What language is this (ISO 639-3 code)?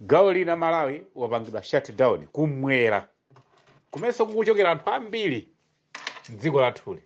nya